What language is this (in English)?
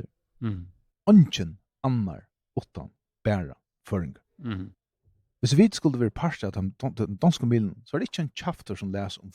Faroese